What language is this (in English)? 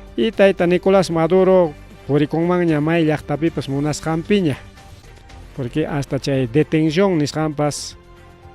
Ayacucho Quechua